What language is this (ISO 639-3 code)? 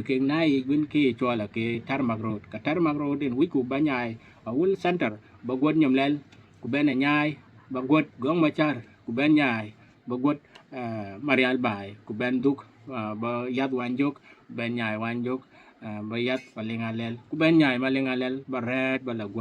din